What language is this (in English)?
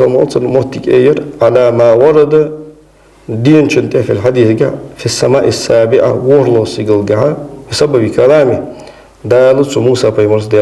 Ingush